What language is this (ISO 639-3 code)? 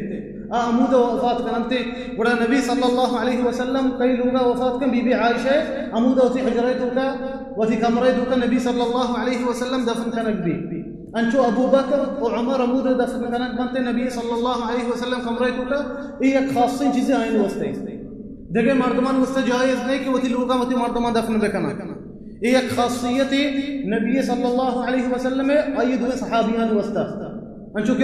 bal